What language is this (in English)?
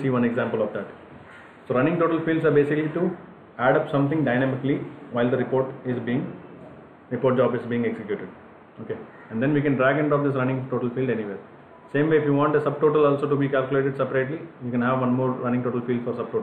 English